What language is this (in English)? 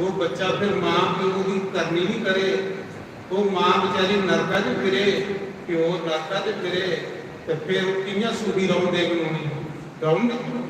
Dogri